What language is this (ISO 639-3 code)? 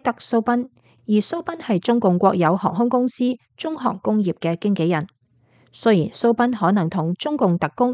yue